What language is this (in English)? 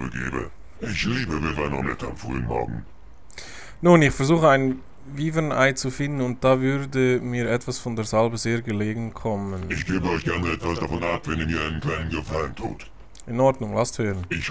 Swiss German